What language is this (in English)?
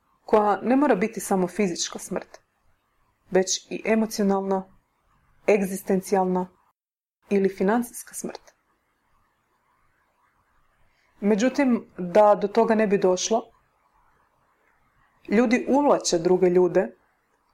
Croatian